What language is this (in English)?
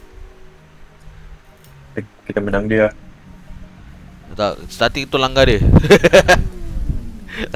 Malay